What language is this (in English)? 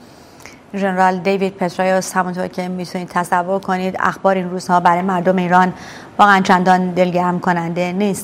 Persian